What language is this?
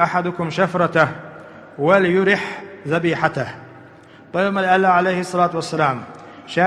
Chechen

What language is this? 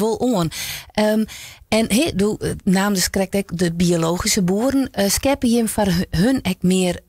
Western Frisian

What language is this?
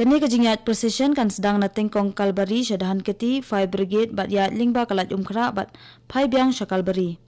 Khasi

